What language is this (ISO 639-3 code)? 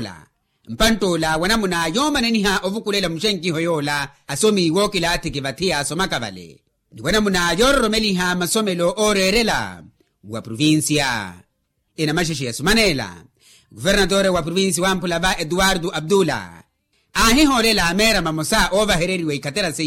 vmw